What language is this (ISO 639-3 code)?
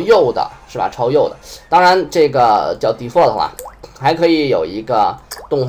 zho